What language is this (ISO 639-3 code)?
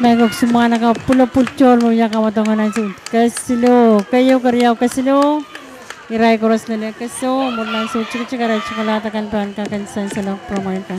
pon